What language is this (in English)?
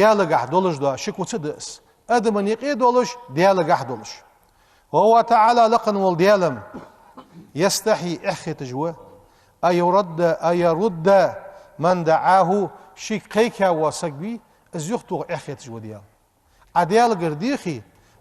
Ingush